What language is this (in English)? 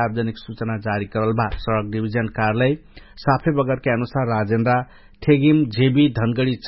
Dangaura Tharu